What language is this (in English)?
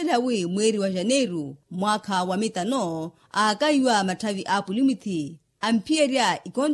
Makhuwa